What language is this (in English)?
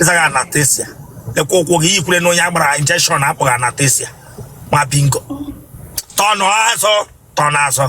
Igbo